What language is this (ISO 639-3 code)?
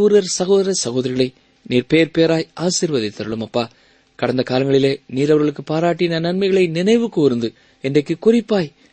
tam